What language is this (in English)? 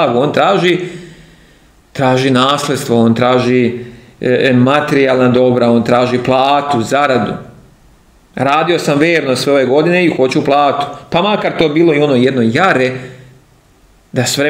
Serbian